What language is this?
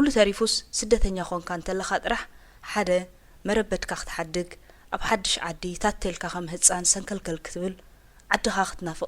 Tigrinya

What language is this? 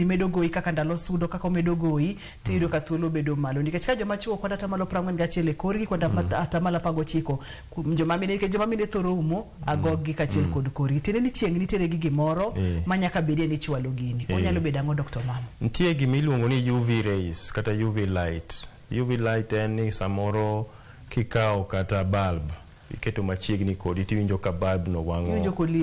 Luo (Kenya and Tanzania)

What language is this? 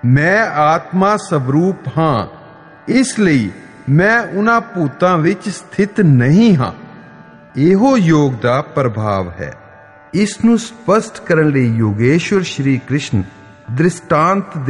Punjabi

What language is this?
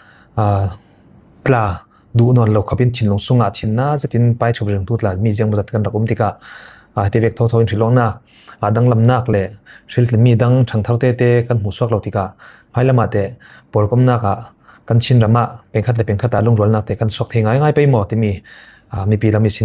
Falam Chin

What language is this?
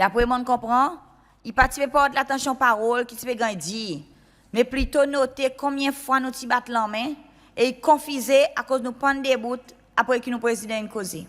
Seselwa Creole French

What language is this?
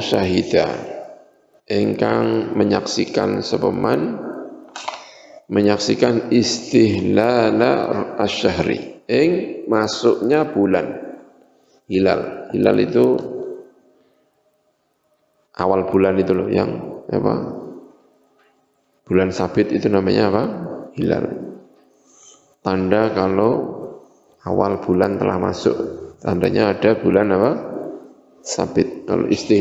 Indonesian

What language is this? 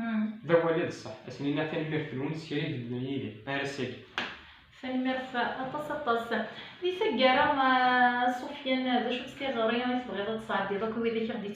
Kabyle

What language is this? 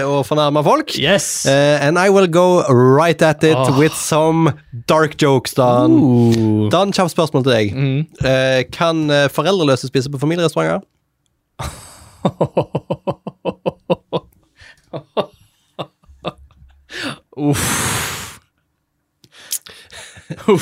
Norwegian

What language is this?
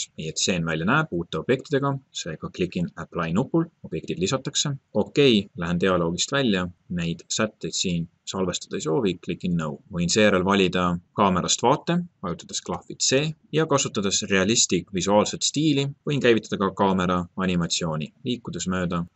Estonian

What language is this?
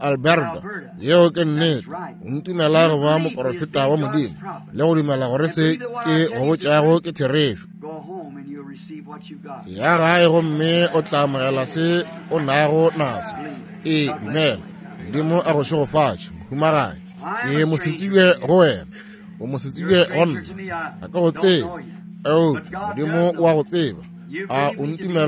Northern Sotho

